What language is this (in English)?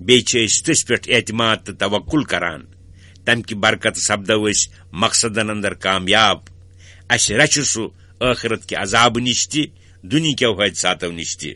Kashmiri